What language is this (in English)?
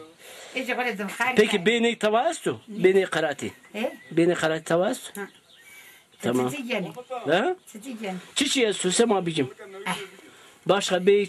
Zaza